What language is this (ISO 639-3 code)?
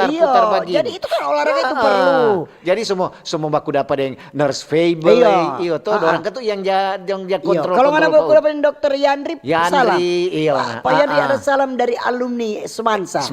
xmm